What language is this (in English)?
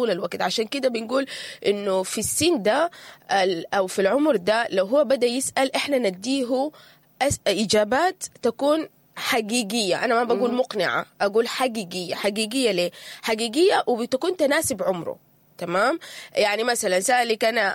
Sudanese Arabic